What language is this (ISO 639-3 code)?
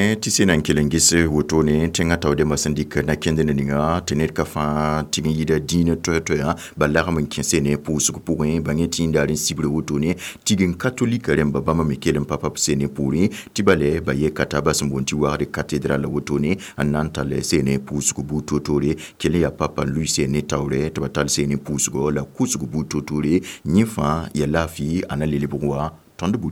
mos